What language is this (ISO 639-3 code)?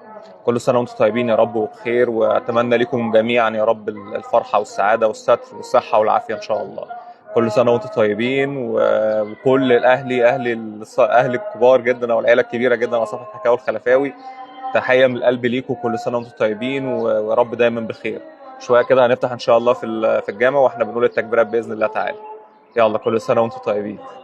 arz